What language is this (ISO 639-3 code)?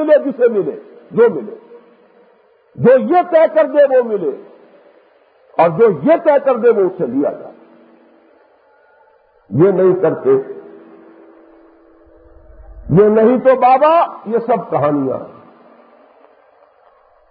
urd